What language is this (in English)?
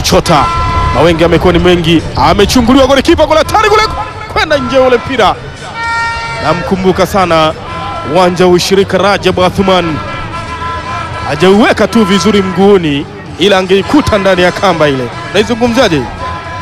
Swahili